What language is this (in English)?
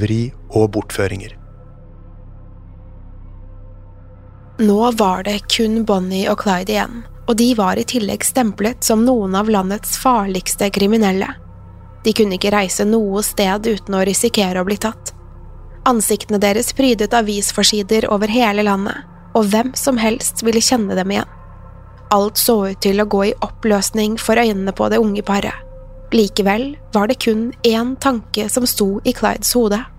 Norwegian